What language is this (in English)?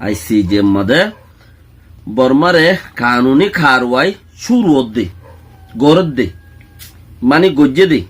Rohingya